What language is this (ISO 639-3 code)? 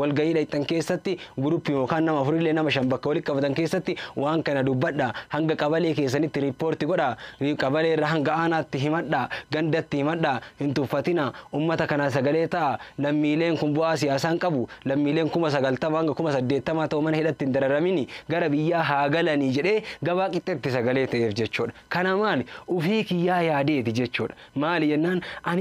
orm